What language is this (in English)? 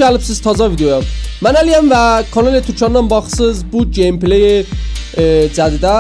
South Azerbaijani